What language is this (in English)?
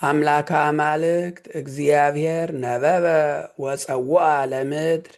Geez